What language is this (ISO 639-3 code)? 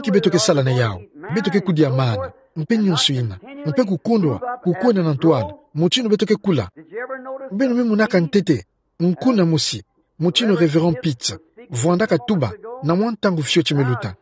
ktu